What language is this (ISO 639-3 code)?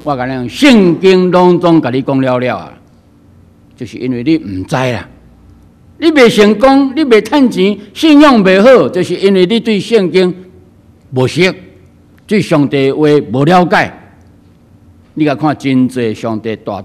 nan